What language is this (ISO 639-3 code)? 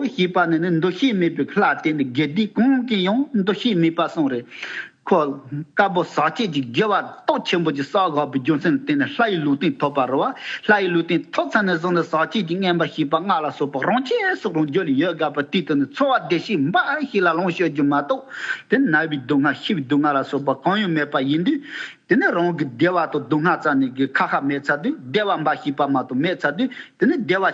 bod